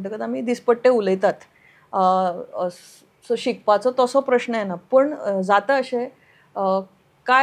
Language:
Konkani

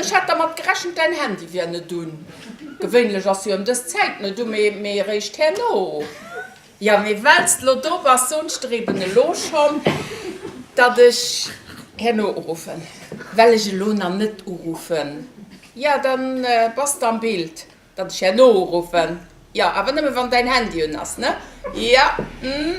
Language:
Luxembourgish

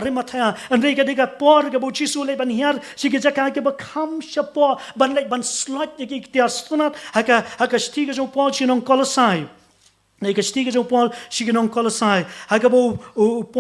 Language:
Khasi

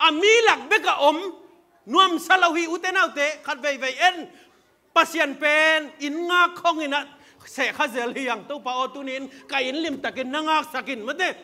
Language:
Tedim Chin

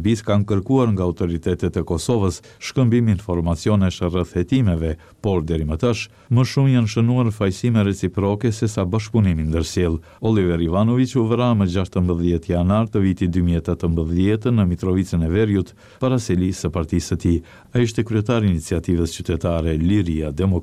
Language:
Albanian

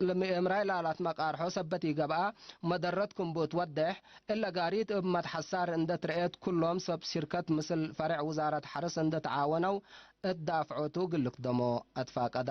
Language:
Tigre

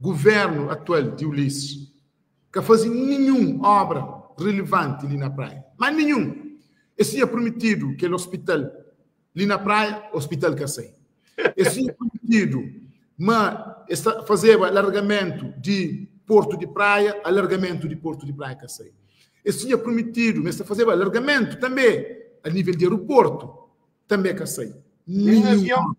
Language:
Kabuverdianu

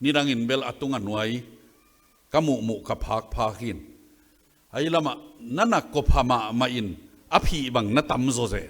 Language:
Tedim Chin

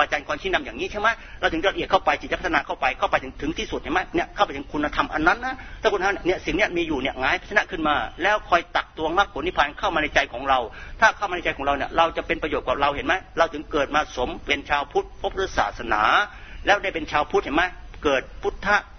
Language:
Thai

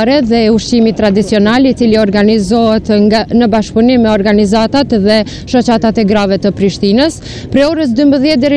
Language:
Albanian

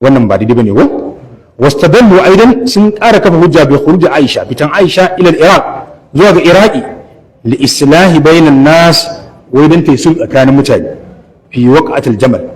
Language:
Hausa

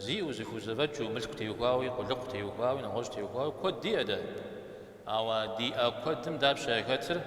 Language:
Kabardian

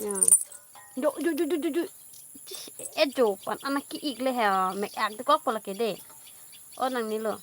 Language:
Karbi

